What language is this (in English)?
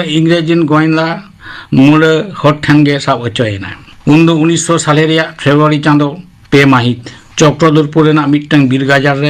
Santali